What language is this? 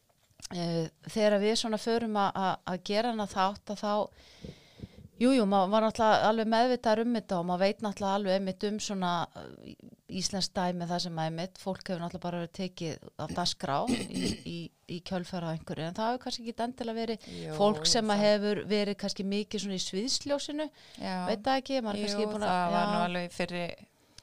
Icelandic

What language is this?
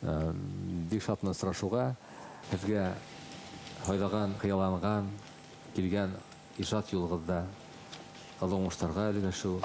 Bashkir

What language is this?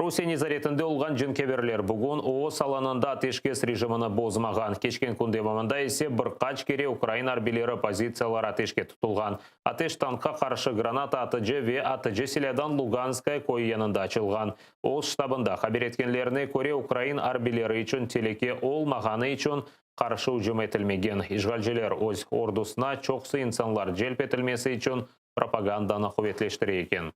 Crimean Tatar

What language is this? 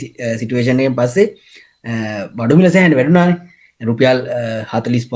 Sinhala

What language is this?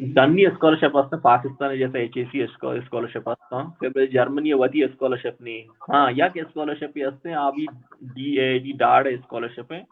Baluchi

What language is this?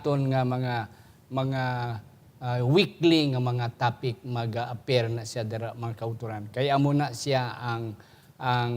Hiligaynon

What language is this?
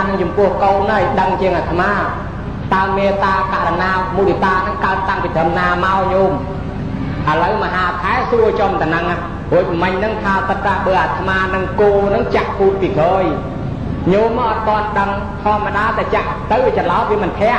Khmer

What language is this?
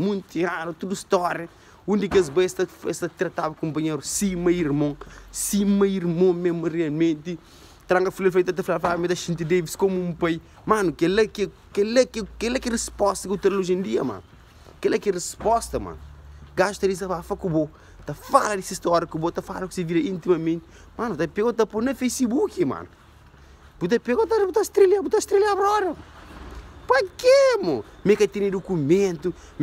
Kabuverdianu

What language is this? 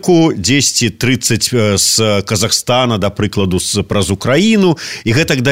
Belarusian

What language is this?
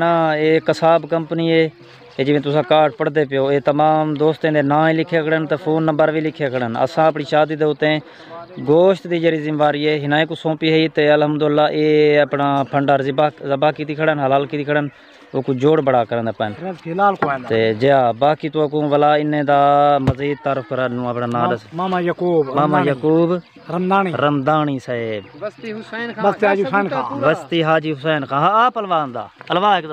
Saraiki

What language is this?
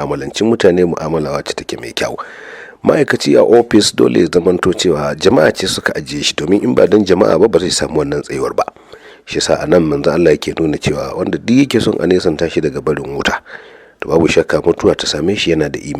Hausa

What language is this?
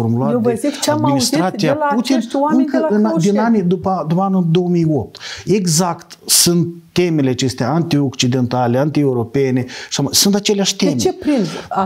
Romanian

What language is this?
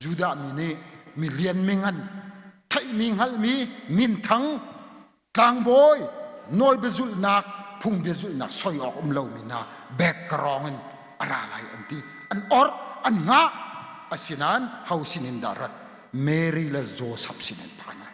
Hakha Chin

